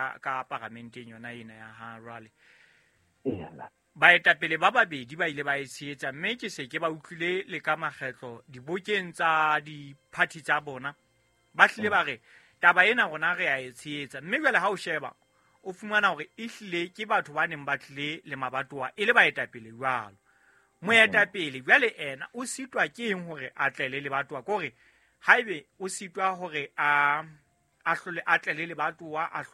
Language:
Southern Sotho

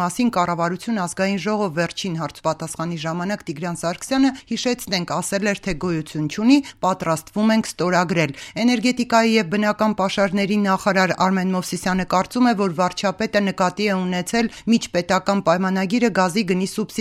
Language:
Armenian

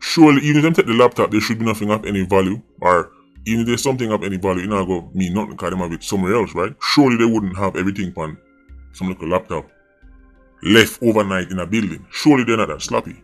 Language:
Jamaican Creole English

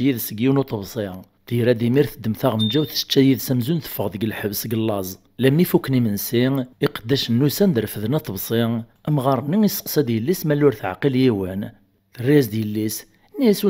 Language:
Kabyle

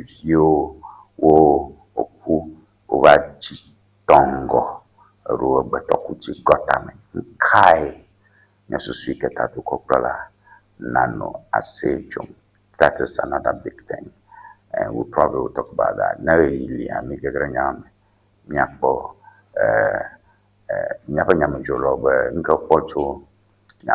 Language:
Ewe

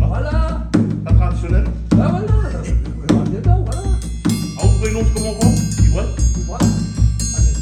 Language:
Réunion Creole French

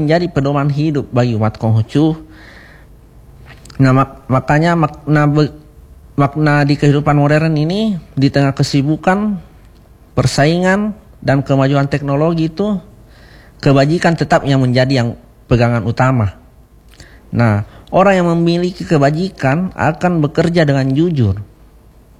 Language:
Indonesian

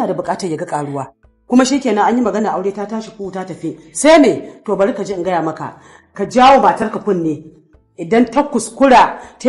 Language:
Hausa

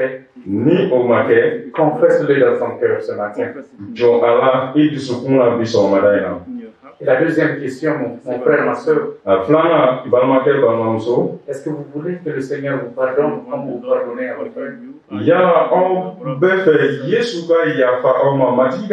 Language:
Bambara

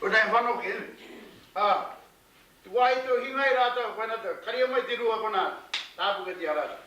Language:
Māori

